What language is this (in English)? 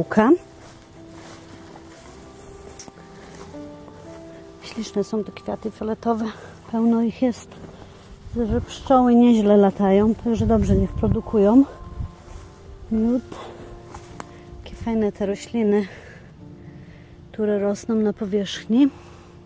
Polish